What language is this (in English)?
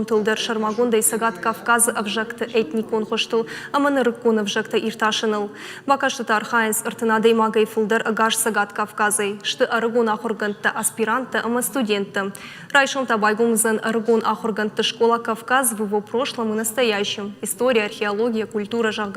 Ossetic